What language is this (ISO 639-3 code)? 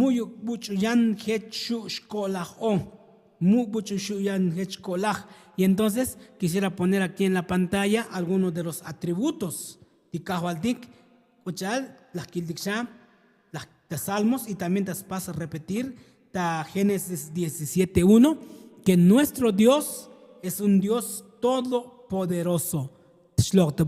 tzo